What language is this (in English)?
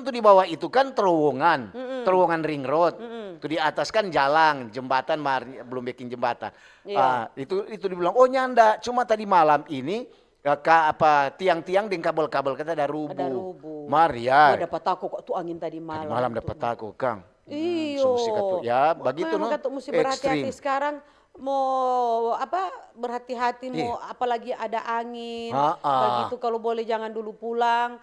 Manado Malay